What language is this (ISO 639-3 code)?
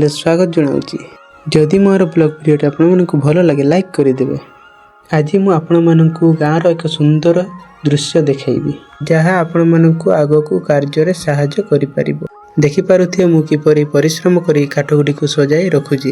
ori